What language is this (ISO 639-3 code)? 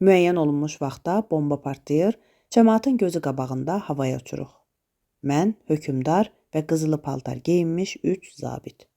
aze